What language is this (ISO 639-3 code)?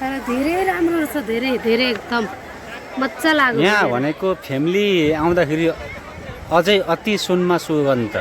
nep